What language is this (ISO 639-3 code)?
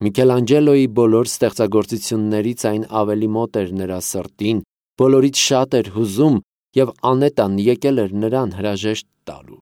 hye